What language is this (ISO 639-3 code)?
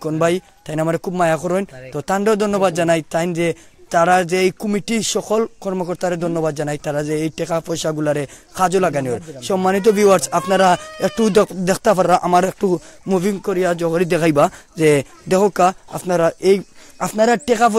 syl